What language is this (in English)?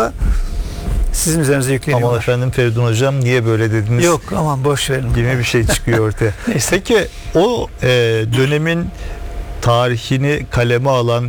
Turkish